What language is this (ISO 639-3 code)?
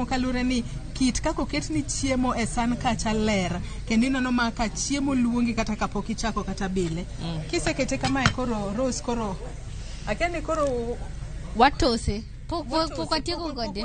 luo